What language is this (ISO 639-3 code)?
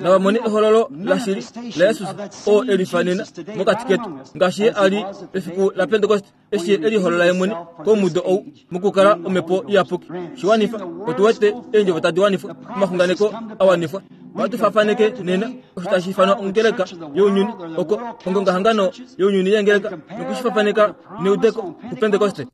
kua